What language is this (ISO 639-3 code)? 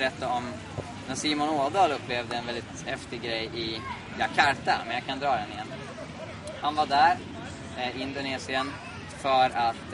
swe